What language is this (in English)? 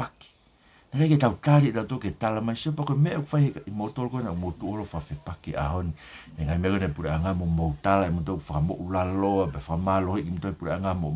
Tongan